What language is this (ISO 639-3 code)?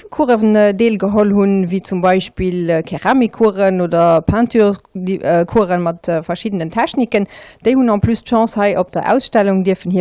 ltz